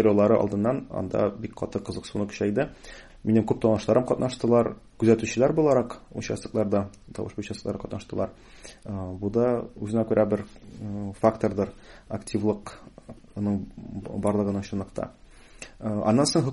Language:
Tatar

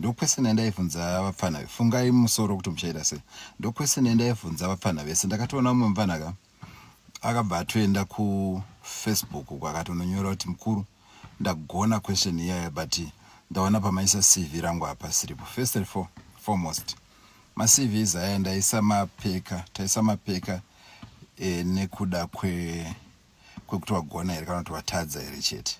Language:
Shona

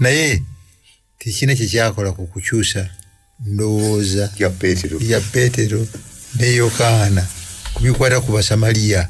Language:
Ganda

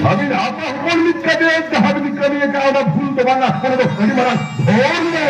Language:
Santali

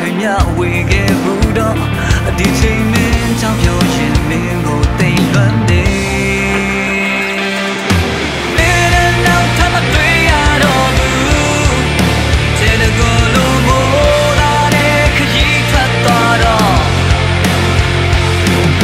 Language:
Burmese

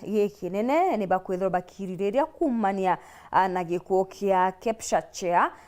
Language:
Meru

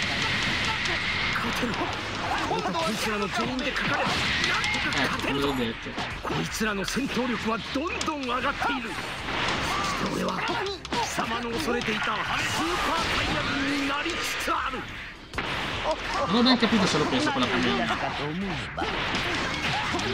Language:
Italian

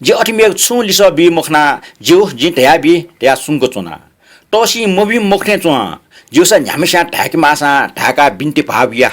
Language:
Newari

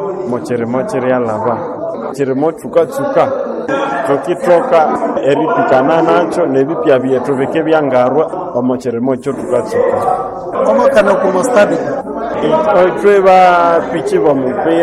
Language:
Nande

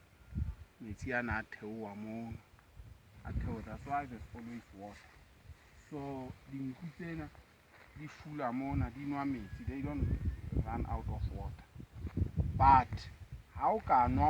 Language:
Southern Sotho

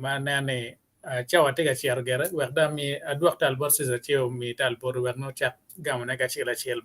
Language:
Acoli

